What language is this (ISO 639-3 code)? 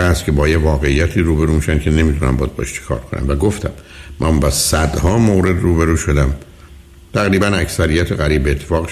fas